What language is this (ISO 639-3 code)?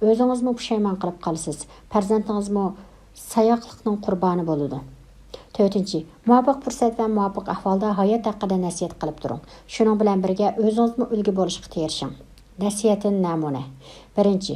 uig